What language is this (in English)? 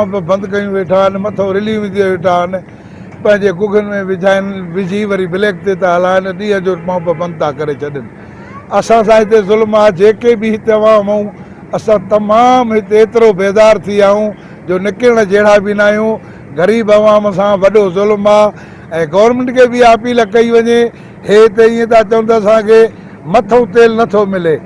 Sindhi